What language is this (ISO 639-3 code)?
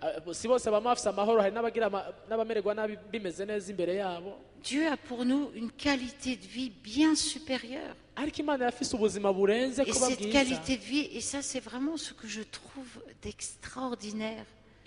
run